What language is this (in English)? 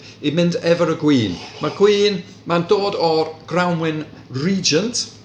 Welsh